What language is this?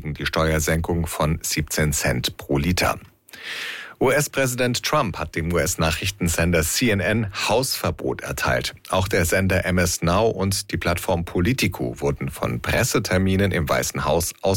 German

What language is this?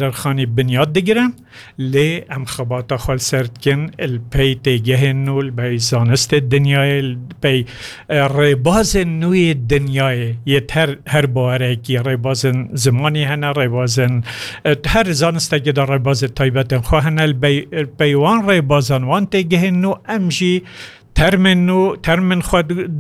Kurdish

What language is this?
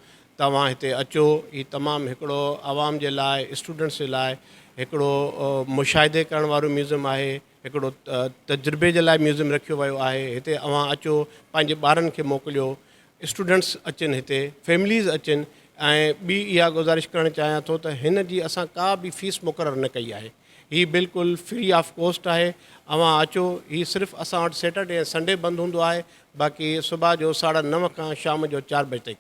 Sindhi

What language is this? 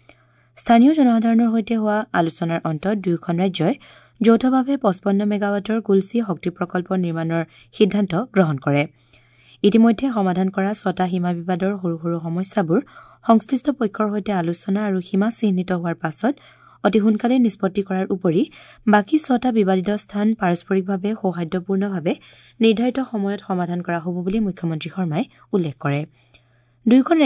Assamese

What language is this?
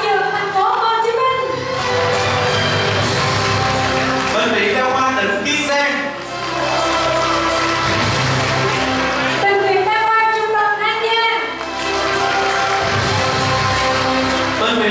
Vietnamese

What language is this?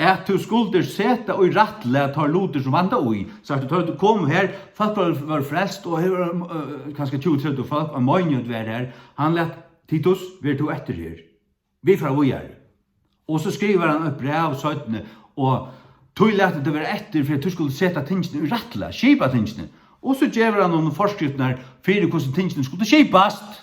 Faroese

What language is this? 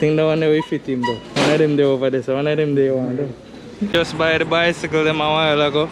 Jamaican Creole English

